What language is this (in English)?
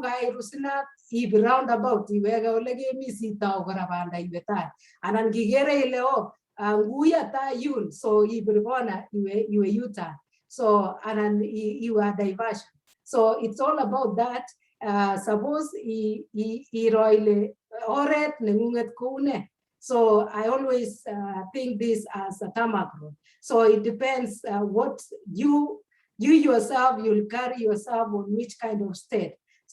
Kalenjin